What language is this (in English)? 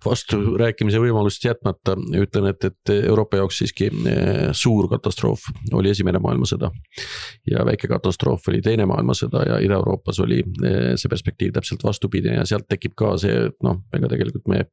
Estonian